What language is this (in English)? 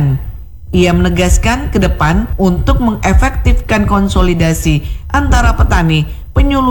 Indonesian